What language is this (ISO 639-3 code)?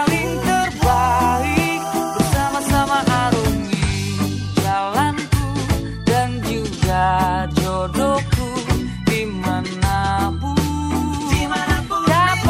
ind